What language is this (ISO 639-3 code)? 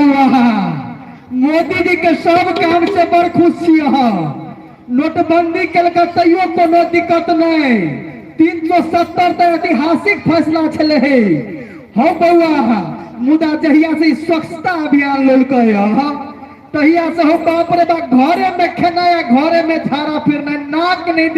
mai